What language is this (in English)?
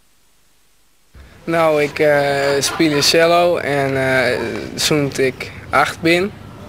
Dutch